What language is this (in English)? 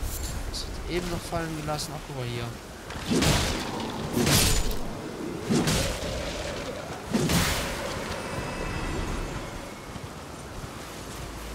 German